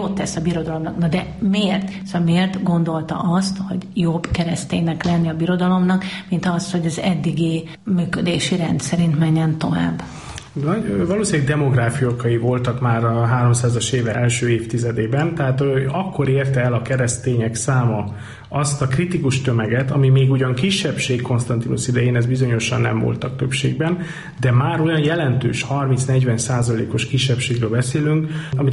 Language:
Hungarian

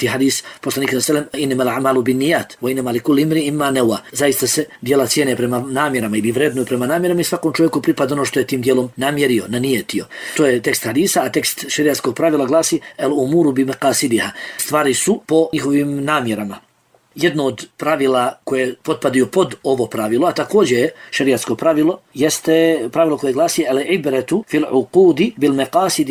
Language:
Bosnian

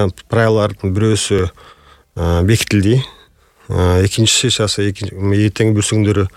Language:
Kyrgyz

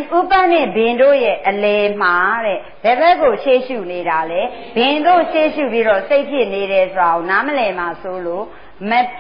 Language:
Burmese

